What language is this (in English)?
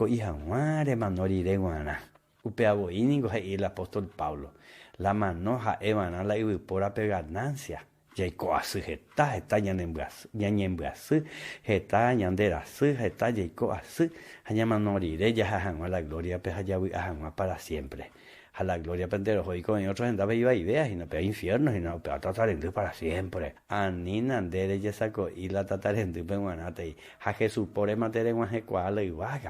Guarani